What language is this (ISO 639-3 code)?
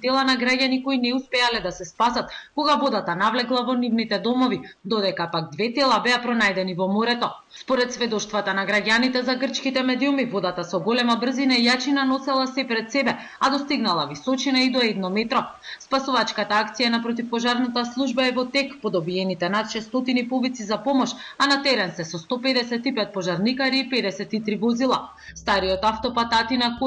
mkd